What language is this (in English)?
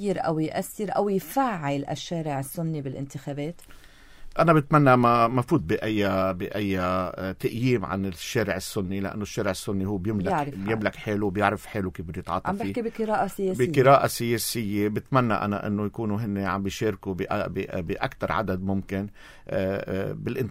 North Levantine Arabic